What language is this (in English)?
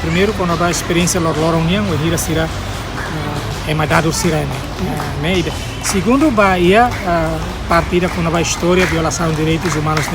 Tetum